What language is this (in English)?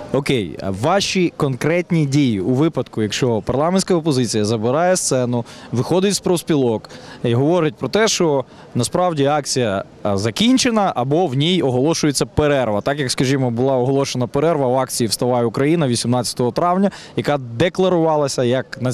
Ukrainian